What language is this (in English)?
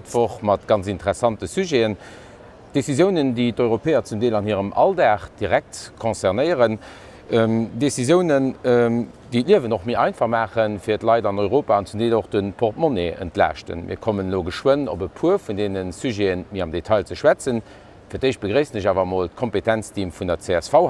Luxembourgish